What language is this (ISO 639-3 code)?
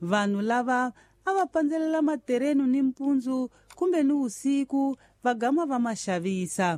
tso